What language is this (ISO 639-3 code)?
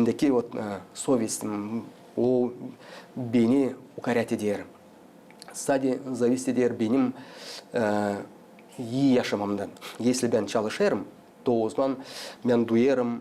gag